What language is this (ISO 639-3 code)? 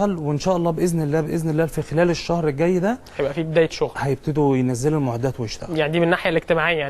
arz